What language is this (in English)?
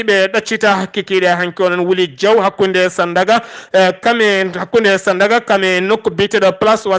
Fula